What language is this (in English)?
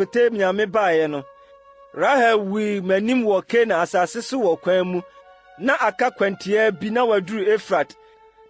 Akan